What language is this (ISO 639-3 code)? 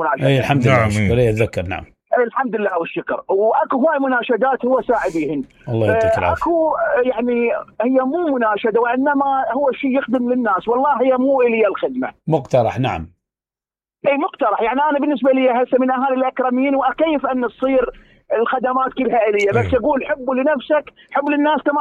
acm